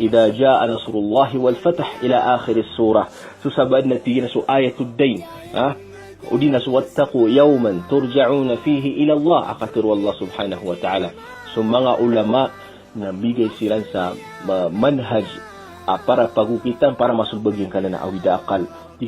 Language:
Maranao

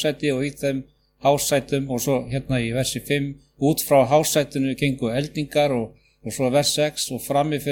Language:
Icelandic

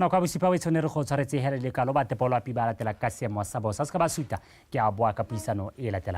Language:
Tswana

